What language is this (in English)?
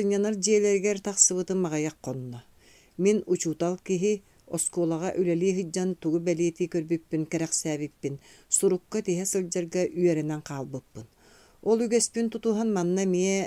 Yakut